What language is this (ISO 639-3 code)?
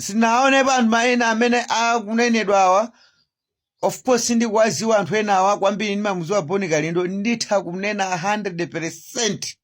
nya